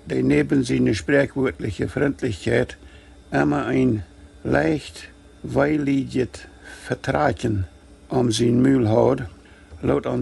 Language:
Plautdietsch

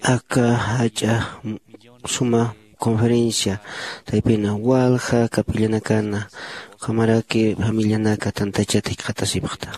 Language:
Aymara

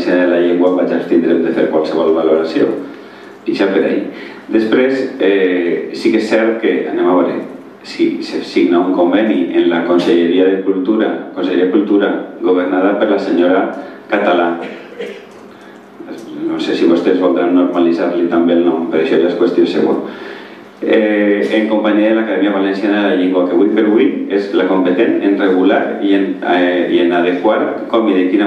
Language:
Catalan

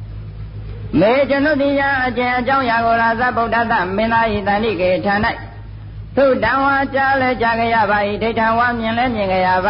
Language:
Burmese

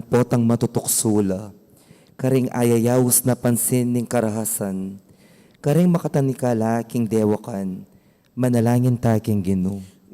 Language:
Pampanga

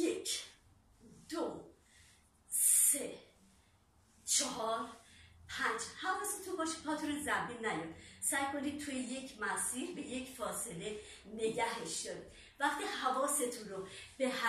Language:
Persian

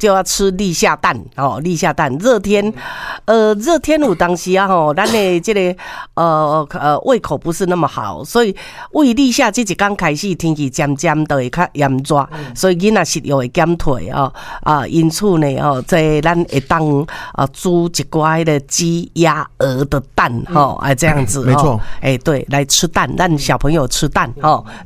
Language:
Min Nan Chinese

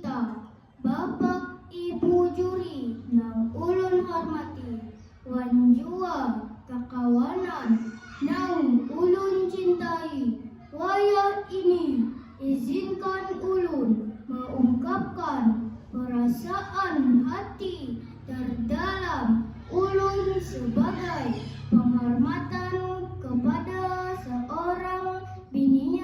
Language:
Banjar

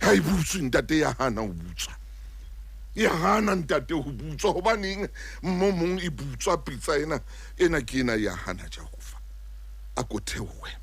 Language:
Southern Sotho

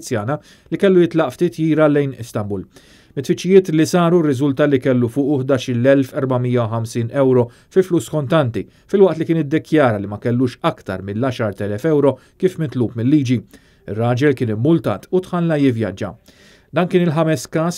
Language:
Maltese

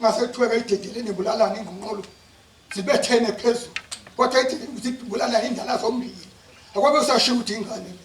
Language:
Zulu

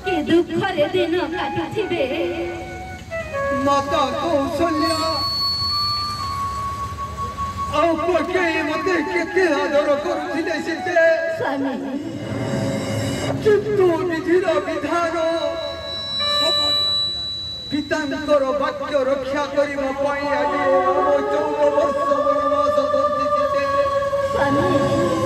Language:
Odia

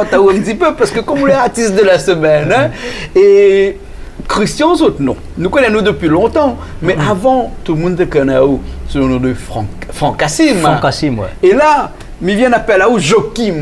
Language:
Réunion Creole French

